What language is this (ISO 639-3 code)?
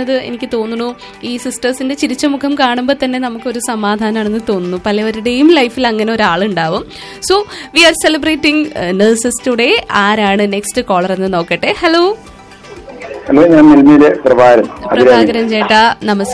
mal